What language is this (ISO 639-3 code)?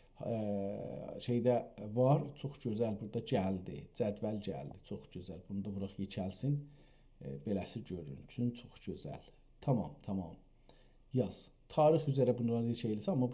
azb